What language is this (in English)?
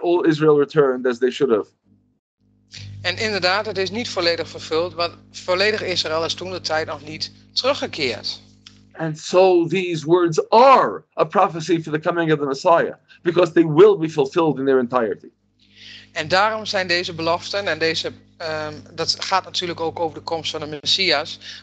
Dutch